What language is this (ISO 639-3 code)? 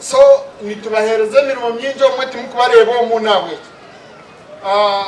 nyn